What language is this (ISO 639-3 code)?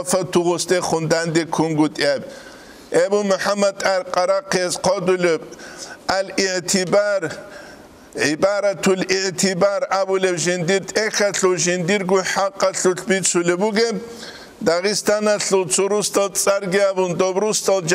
ava